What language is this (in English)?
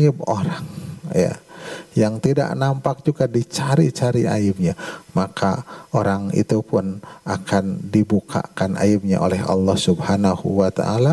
Indonesian